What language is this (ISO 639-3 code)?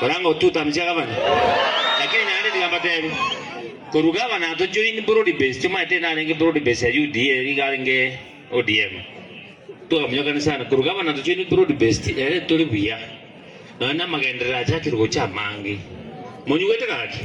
guz